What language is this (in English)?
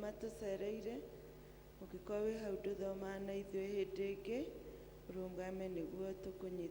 Kikuyu